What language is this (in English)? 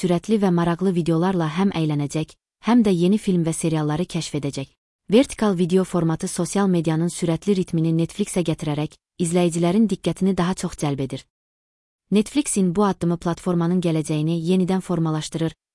Azerbaijani